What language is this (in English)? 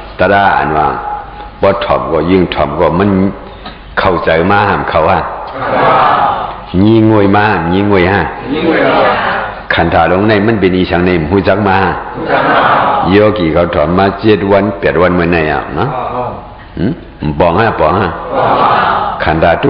Shan